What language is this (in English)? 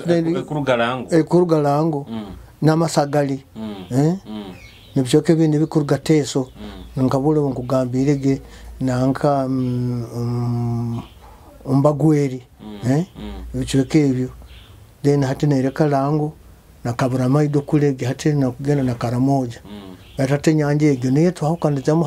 Nyoro